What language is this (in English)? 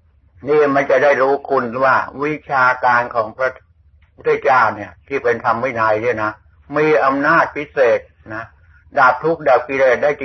Thai